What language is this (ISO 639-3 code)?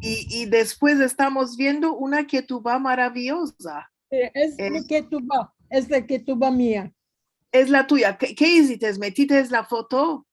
lad